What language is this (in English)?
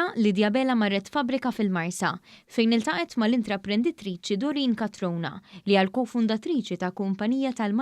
Maltese